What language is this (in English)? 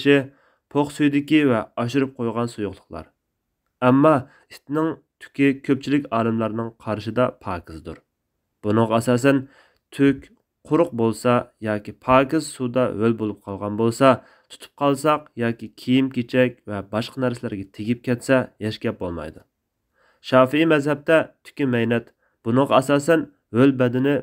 Uyghur